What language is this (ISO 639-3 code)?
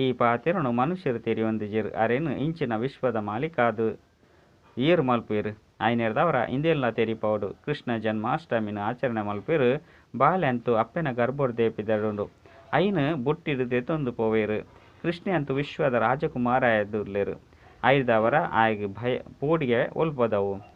tcy